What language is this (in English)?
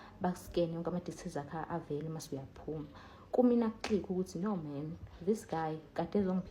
Zulu